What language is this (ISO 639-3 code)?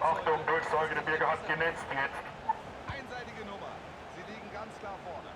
bar